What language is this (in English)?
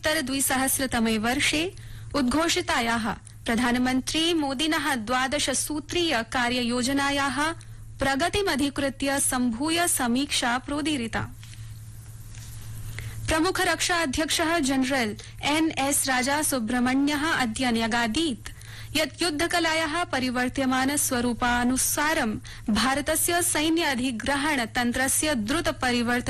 Sanskrit